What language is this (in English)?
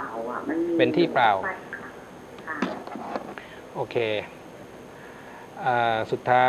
Thai